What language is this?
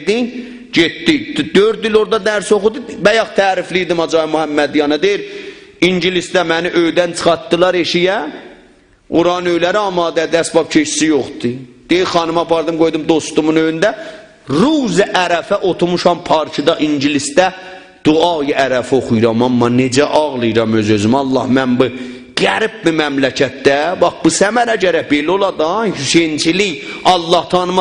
South Azerbaijani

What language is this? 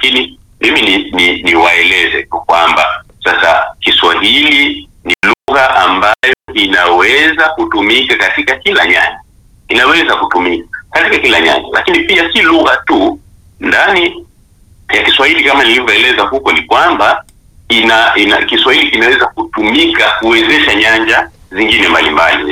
Swahili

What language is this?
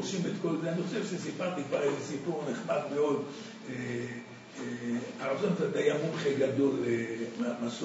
Hebrew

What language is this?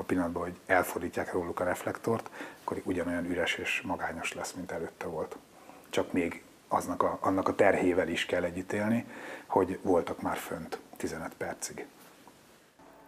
Hungarian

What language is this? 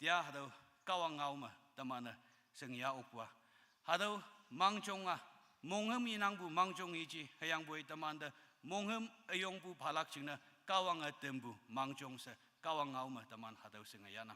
Konyak Naga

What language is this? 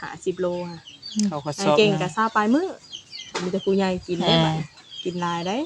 Northeastern Thai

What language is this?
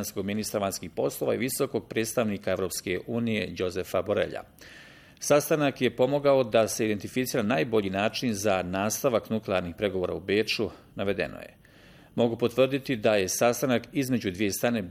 Bosnian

